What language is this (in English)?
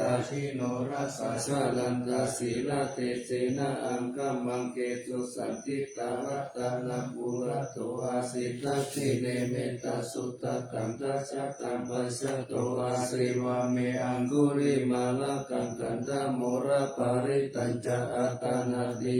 Pali